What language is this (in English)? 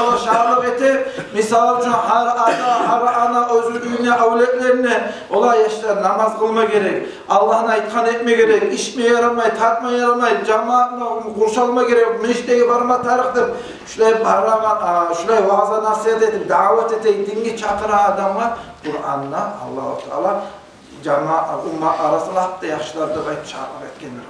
Kumyk